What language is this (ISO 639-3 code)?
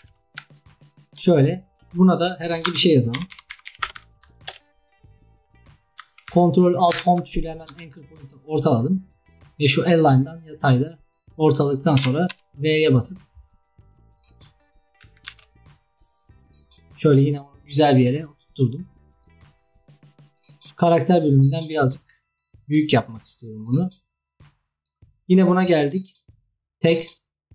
tur